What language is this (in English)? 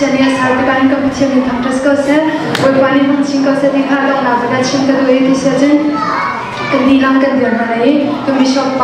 Hakha Chin